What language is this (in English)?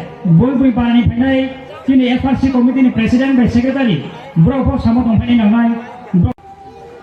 Riang (India)